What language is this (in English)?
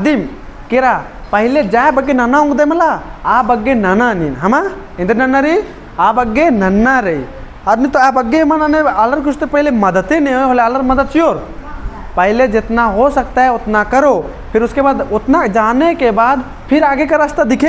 Kurukh